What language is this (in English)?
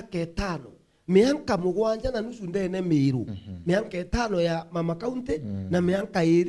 Meru